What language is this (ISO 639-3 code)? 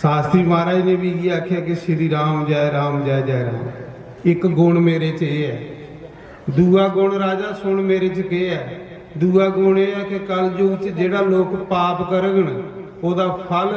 doi